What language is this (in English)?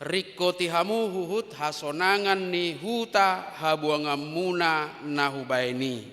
Batak Toba